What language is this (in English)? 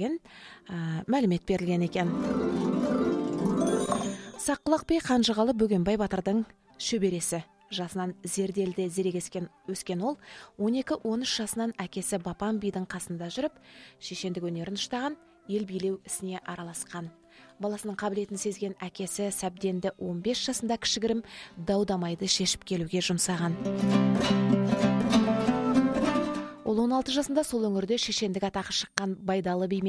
Kazakh